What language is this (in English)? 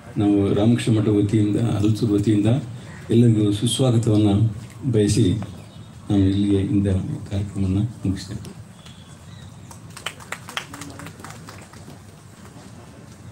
Kannada